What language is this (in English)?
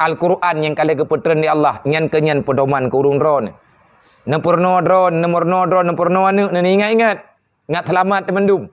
Achinese